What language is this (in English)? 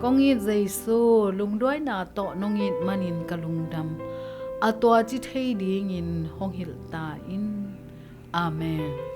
Tedim Chin